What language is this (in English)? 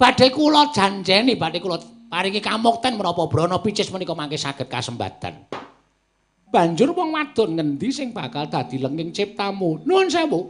Javanese